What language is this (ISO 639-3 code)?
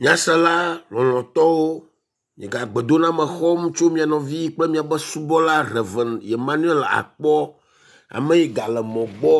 ewe